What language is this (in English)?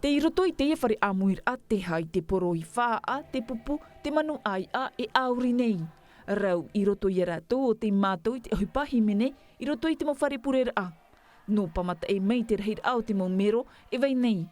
Tahitian